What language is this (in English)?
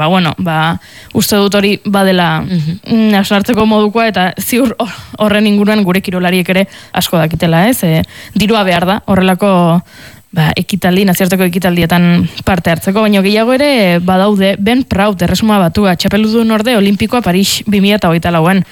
Basque